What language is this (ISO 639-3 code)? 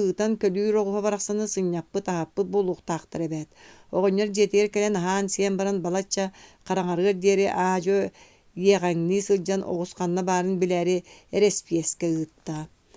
sah